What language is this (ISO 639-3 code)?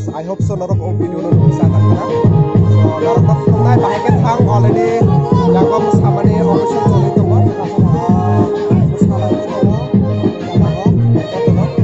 trp